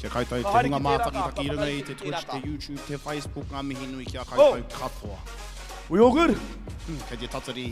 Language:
Māori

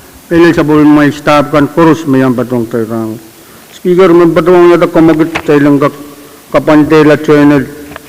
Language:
Pohnpeian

